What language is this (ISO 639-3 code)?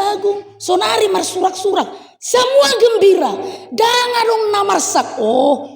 bbc